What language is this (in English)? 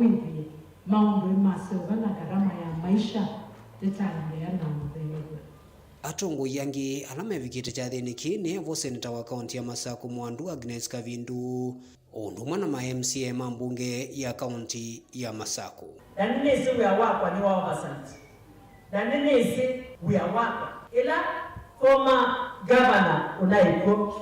Kamba